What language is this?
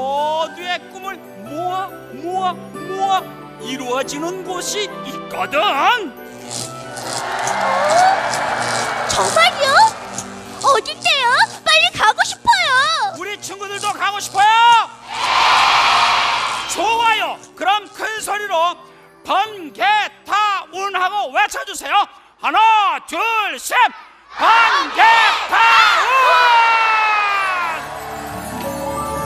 Korean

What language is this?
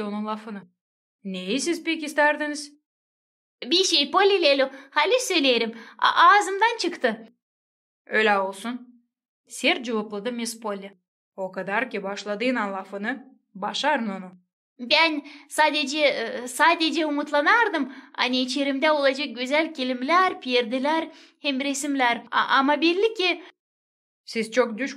Gagauz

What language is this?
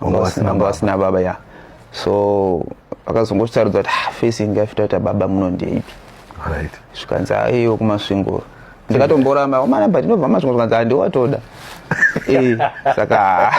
Shona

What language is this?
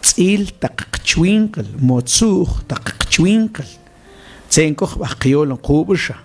Mam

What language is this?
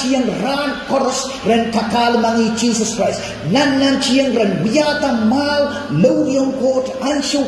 Pohnpeian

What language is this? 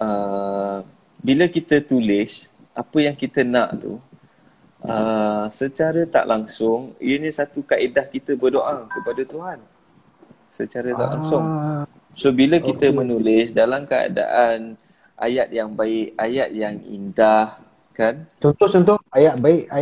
Malay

